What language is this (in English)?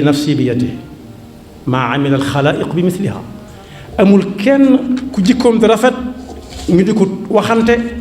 Wolof